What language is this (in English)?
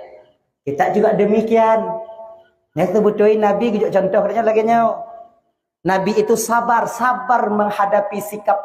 Achinese